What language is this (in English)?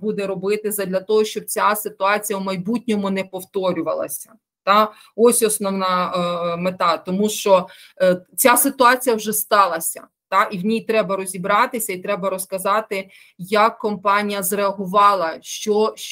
Ukrainian